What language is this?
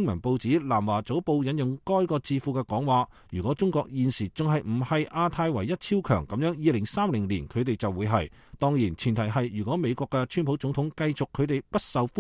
Cantonese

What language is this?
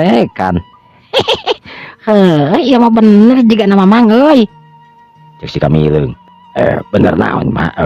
Sundanese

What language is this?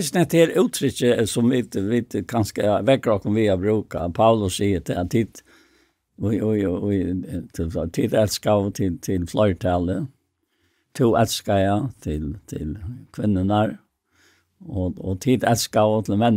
Faroese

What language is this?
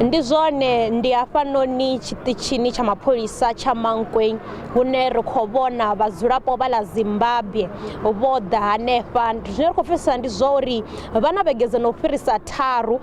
Venda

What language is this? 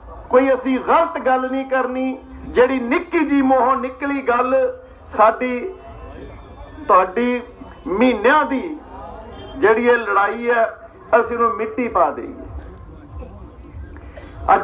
Punjabi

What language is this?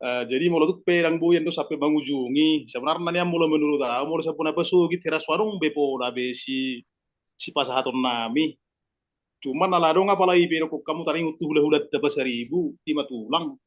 Batak Toba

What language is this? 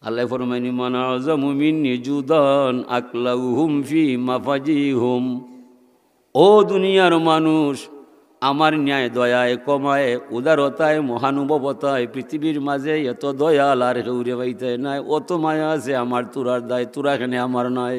Sylheti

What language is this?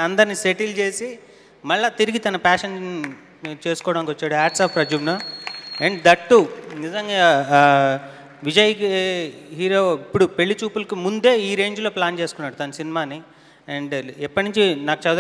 Telugu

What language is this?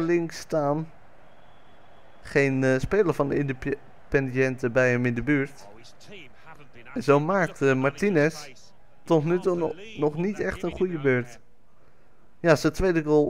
Dutch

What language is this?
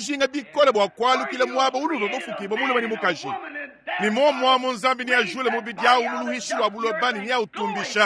Luba-Lulua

